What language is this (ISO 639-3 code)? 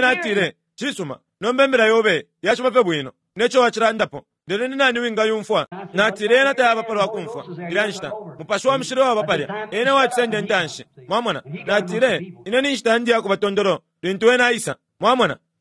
bem